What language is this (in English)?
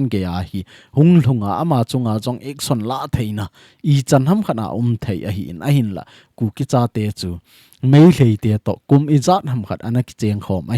Thado Chin